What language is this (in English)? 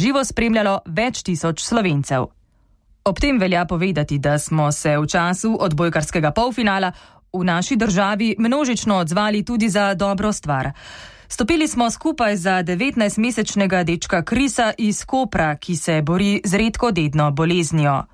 Slovenian